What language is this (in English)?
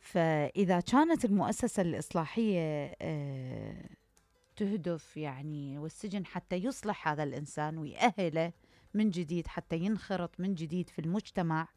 Mesopotamian Arabic